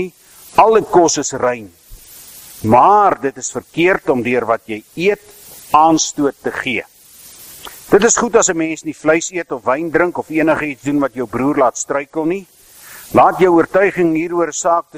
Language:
Afrikaans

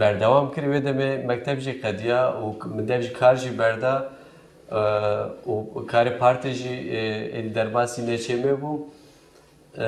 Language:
Kurdish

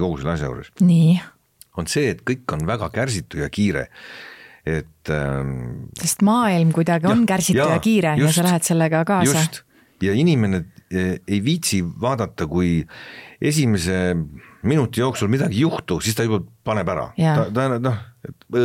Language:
Estonian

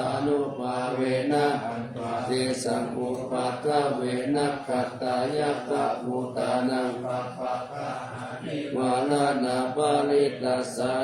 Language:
Pali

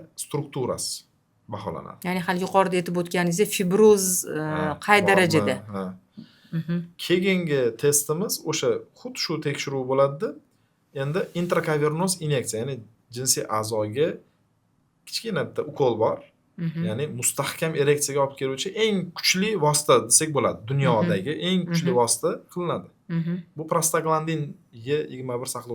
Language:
Uzbek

